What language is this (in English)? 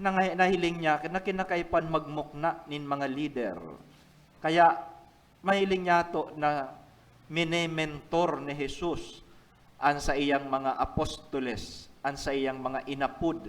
Bikol